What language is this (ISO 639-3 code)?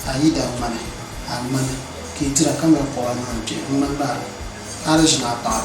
dag